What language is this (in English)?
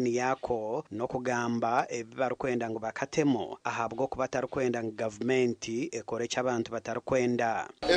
Nyankole